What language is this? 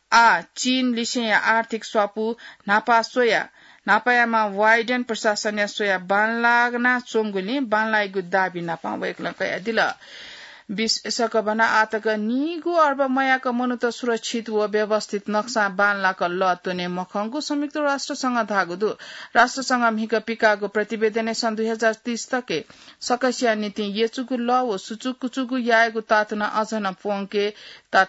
Newari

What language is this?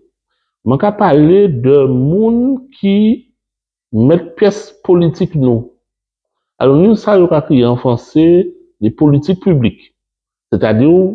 Guadeloupean Creole French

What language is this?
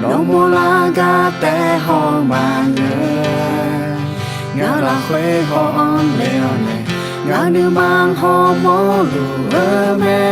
Akha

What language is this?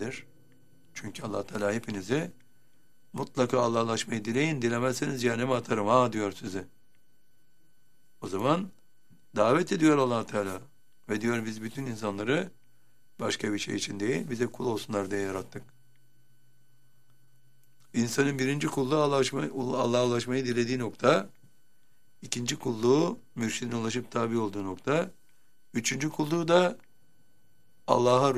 Turkish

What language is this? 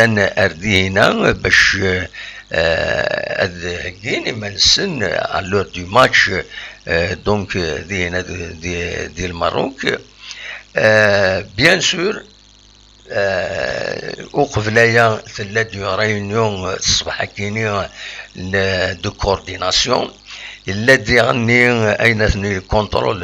Kabyle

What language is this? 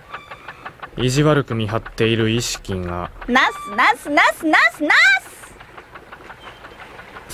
Japanese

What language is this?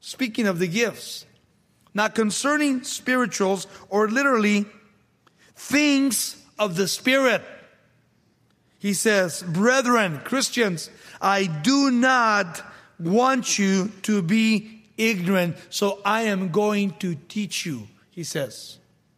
English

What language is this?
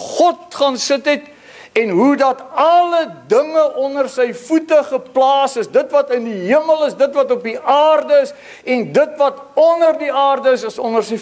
Afrikaans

